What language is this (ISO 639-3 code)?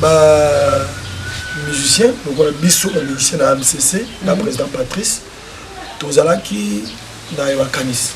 lin